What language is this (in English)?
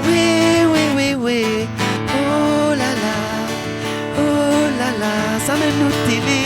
Réunion Creole French